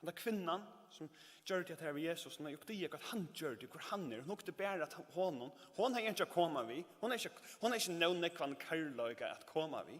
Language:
Faroese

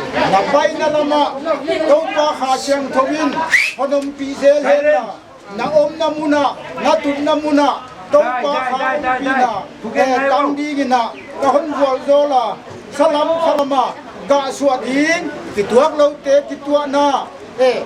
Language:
Paite Chin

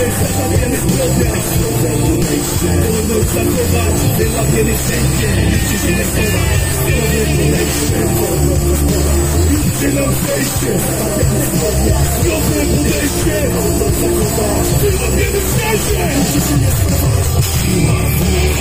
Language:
Polish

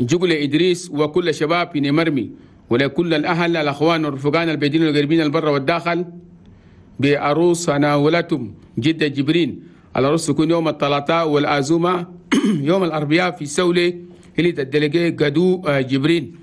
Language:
Chadian Arabic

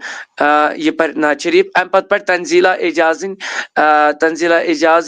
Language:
Kashmiri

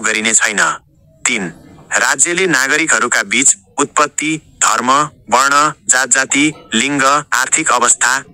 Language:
Nepali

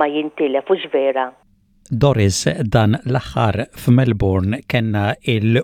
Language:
Maltese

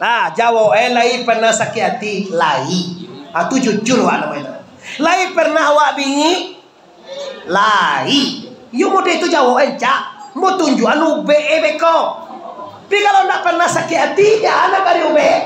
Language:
Minangkabau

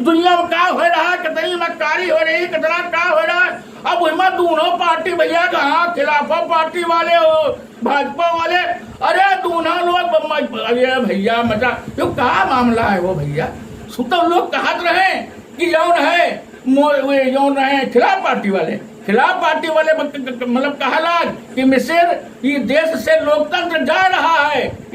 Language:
Awadhi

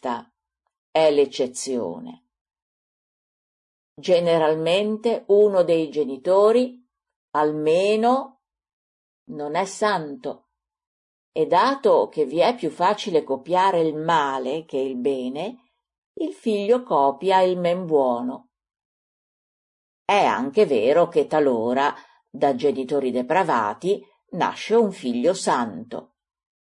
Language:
Italian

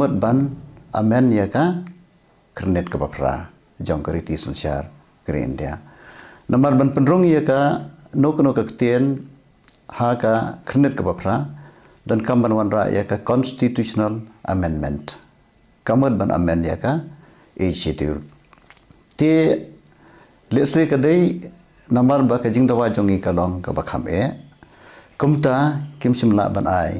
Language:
Khasi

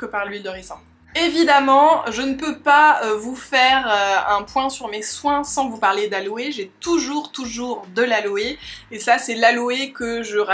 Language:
French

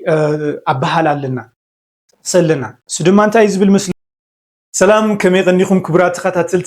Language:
Tigrinya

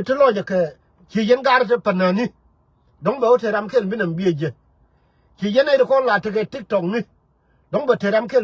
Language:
Nuer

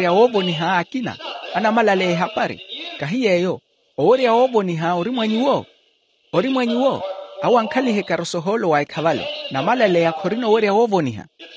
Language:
Makhuwa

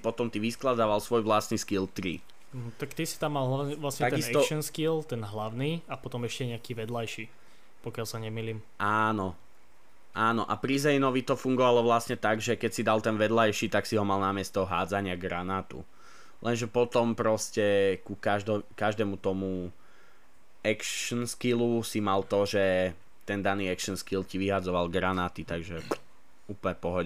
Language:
Slovak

